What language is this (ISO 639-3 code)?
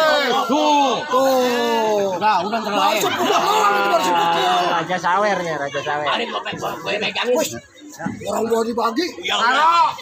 bew